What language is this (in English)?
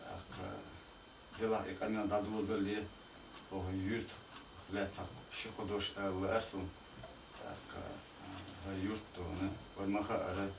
Chechen